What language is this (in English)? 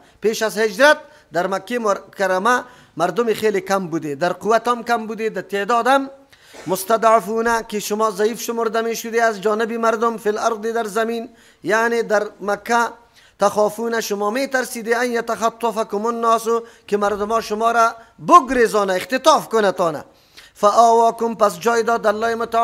Persian